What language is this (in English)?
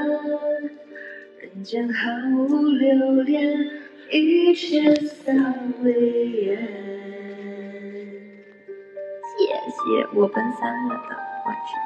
Chinese